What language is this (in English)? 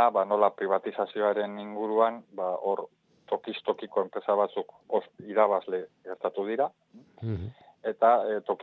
Basque